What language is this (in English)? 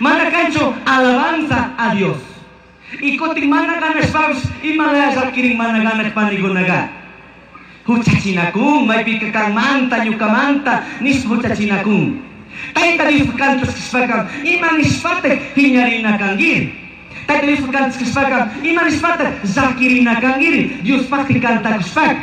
Chimborazo Highland Quichua